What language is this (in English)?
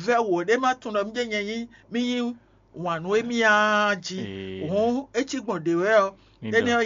Fon